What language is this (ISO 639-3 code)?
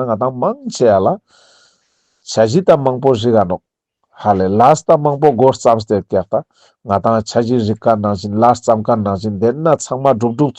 lbj